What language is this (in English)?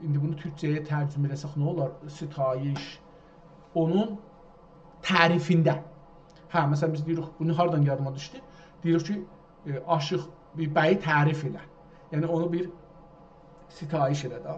South Azerbaijani